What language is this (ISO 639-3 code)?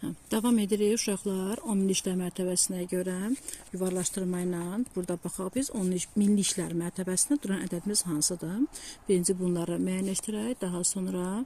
aze